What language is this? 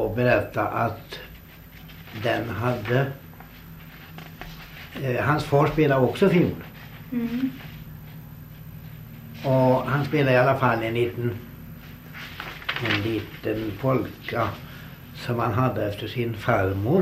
Swedish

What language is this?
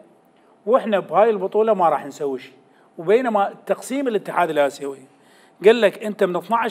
Mesopotamian Arabic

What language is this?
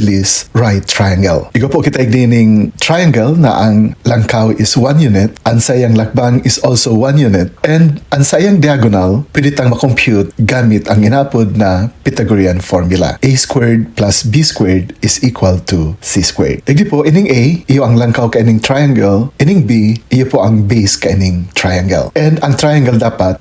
Bikol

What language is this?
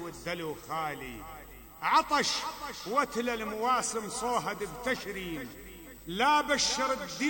Mesopotamian Arabic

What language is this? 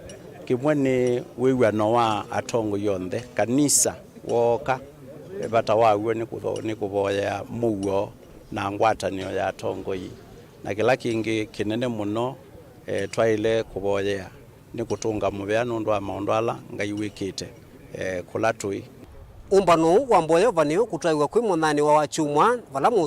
Kamba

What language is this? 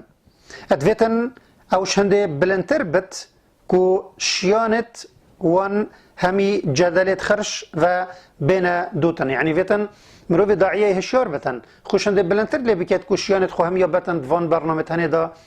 Kurdish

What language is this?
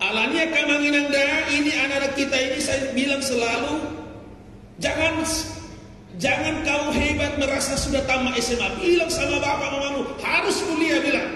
Batak Toba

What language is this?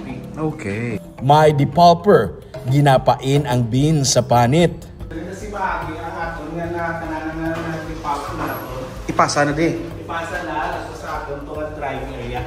Hiligaynon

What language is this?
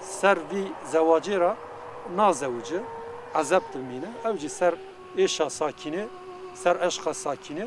Kurdish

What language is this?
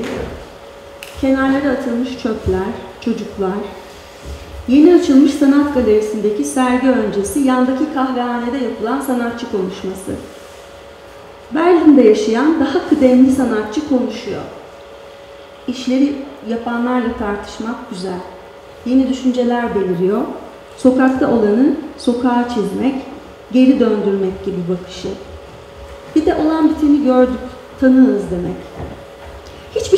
Turkish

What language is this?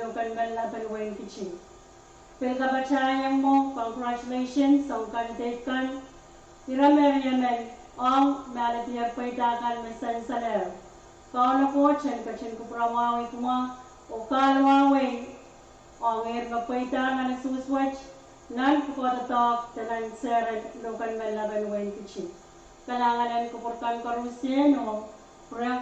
Pohnpeian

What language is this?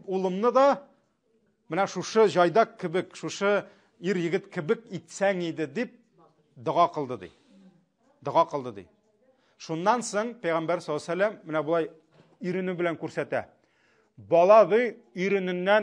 Tatar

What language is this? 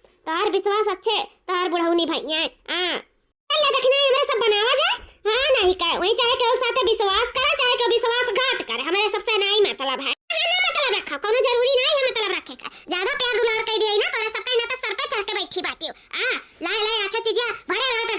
Awadhi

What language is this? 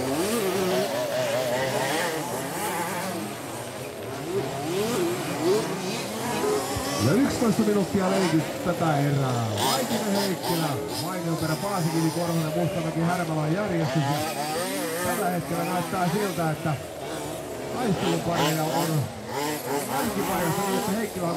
Finnish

